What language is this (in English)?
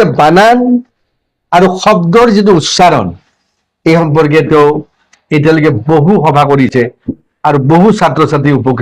Assamese